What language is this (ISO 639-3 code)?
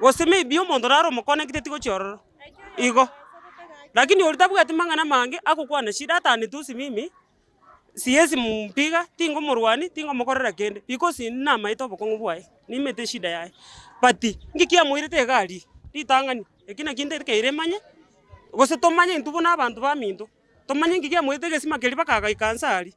guz